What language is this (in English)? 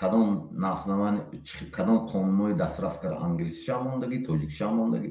Tajik